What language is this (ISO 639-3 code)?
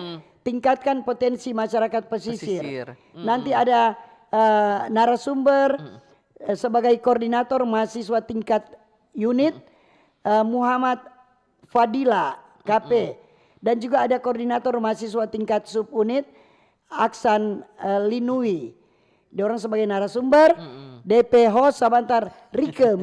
xmm